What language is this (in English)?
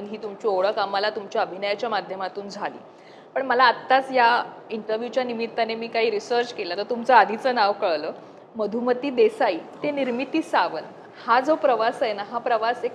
Marathi